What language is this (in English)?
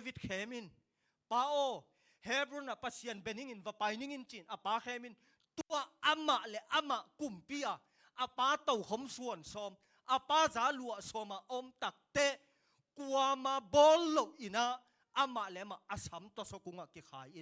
Tedim Chin